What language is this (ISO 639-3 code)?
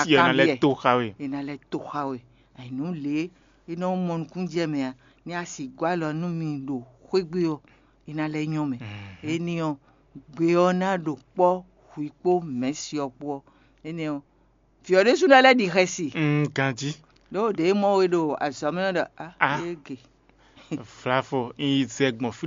fon